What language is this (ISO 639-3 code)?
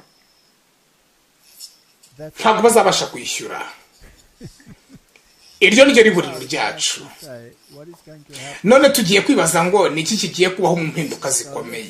kin